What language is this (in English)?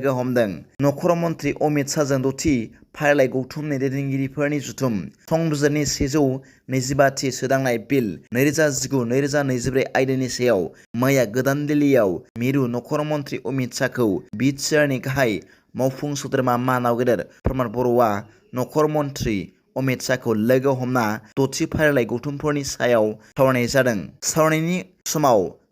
Bodo